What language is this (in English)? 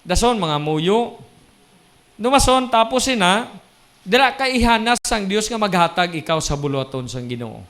Hiligaynon